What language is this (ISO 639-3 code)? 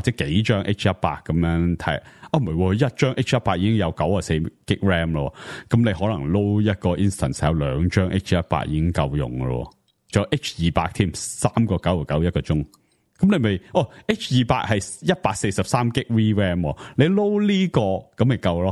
yue